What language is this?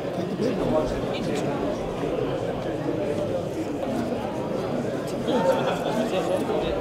Danish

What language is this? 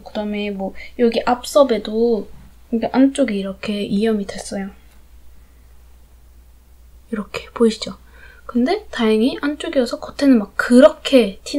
Korean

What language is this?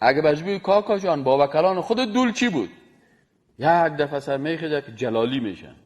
Persian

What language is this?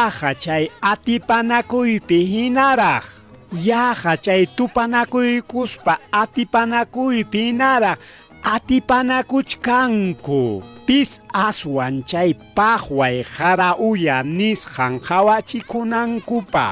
Ayacucho Quechua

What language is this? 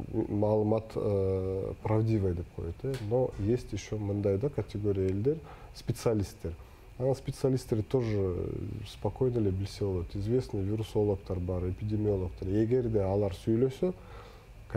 Kyrgyz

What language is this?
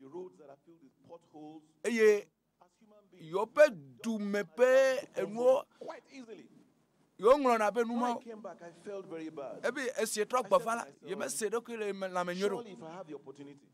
Ewe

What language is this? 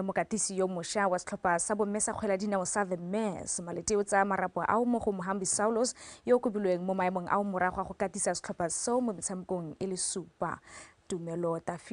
Tswana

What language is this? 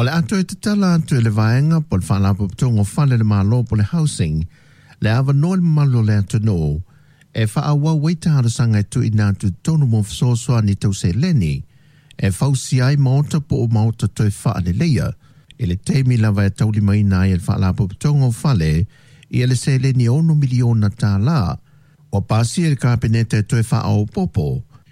Samoan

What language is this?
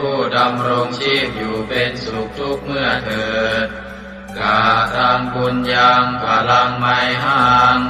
Pali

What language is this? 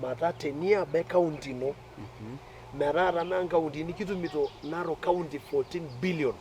Masai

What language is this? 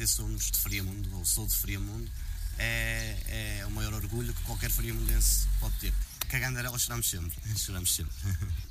Portuguese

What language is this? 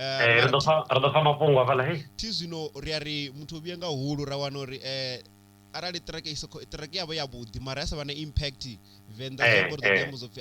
Venda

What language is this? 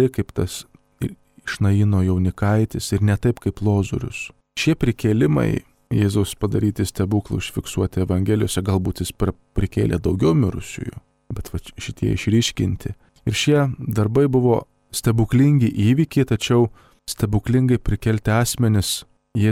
Lithuanian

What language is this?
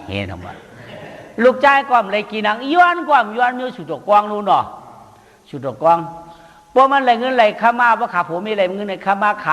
Shan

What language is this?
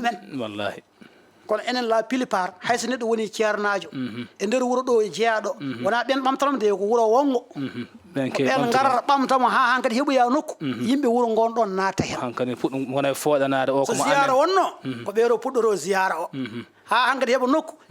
Fula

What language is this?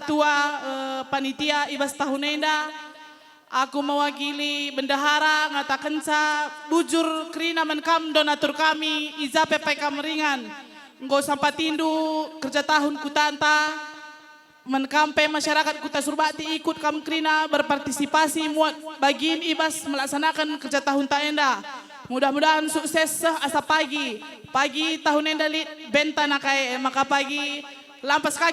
Batak Karo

